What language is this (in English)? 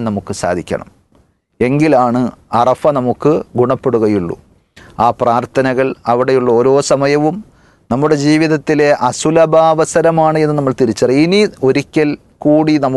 Malayalam